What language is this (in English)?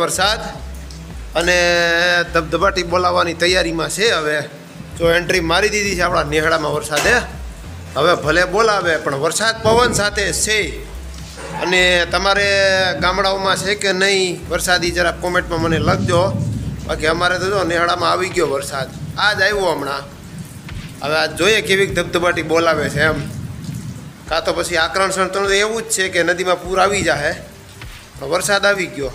Gujarati